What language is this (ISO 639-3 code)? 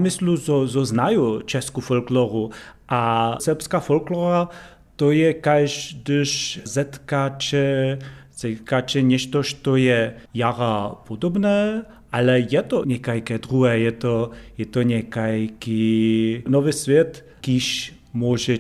hsb